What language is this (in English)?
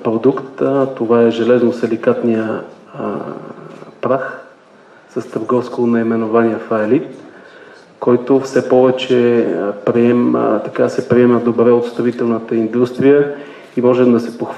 Bulgarian